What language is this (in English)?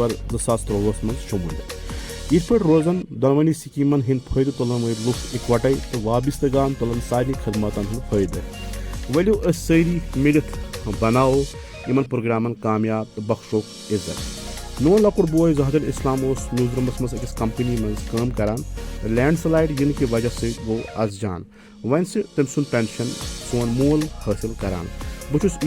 Kashmiri